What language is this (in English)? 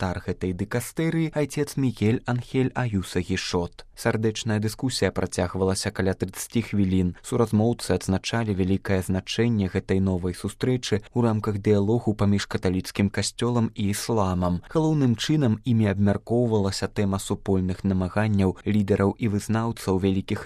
Belarusian